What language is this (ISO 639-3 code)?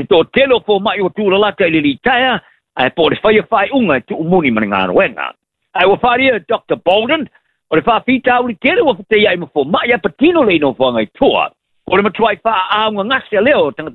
smo